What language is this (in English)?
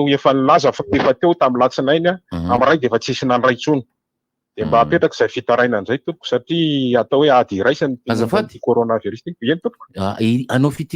Malagasy